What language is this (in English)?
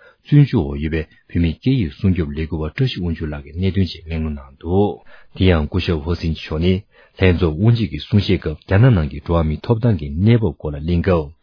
Tibetan